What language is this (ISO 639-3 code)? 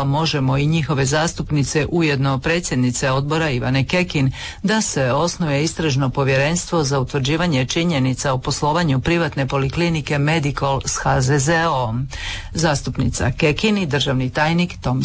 hrv